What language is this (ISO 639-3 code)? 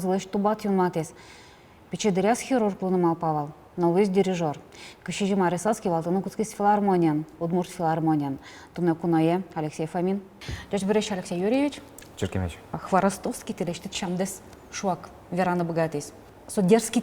udm